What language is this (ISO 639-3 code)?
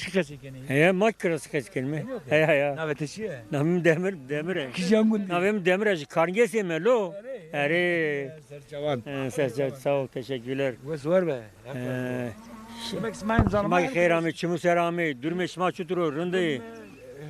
zza